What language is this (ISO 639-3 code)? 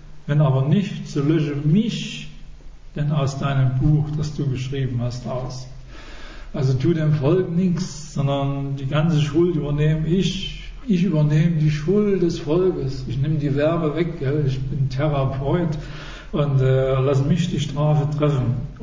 deu